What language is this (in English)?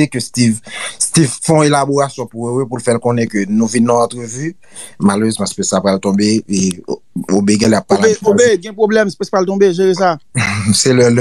Haitian Creole